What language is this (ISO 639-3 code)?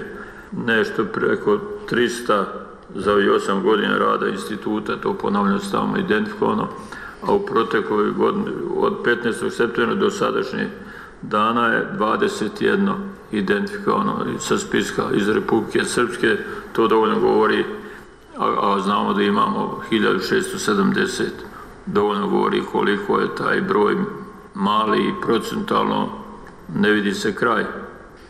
bos